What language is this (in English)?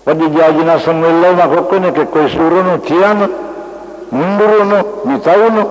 Buginese